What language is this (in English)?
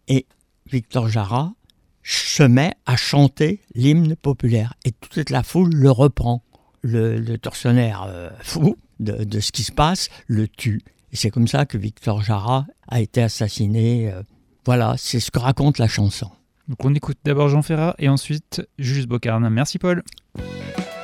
French